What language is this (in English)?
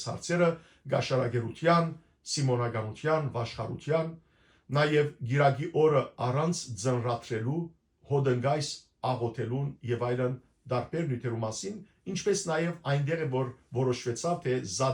Western Armenian